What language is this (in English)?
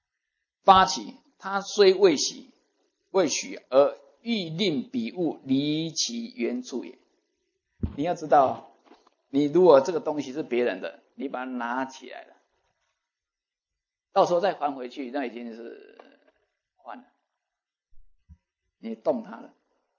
Chinese